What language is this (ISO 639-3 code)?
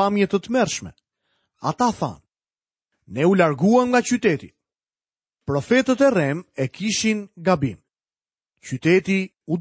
sqi